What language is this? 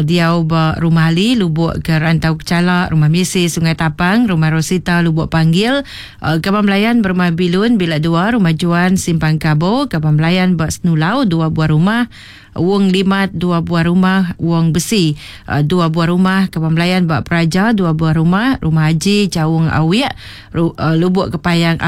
Iban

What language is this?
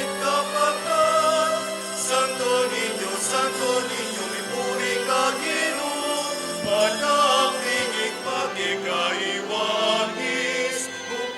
Pampanga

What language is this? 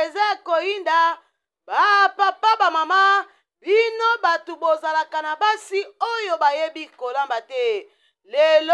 Lingala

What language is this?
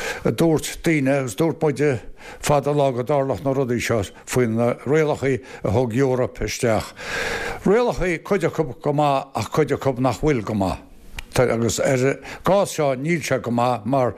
Irish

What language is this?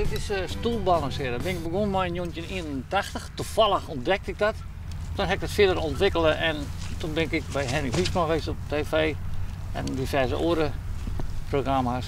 Western Frisian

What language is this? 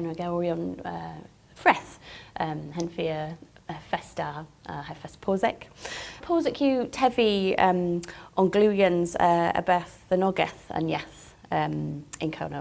Cornish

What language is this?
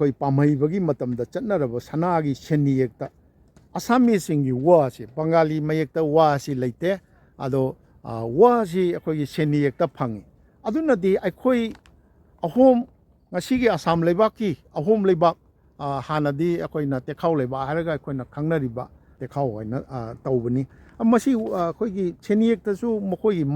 Manipuri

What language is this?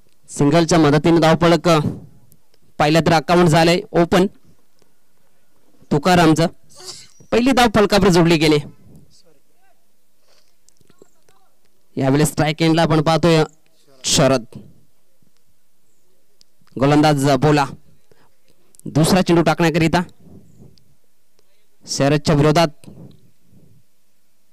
Marathi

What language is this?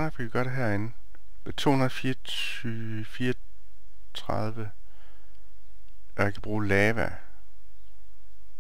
Danish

